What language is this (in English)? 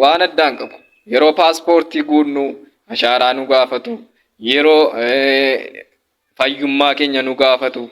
Oromo